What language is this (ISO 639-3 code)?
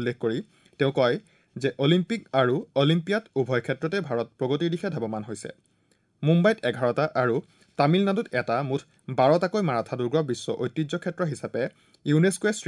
asm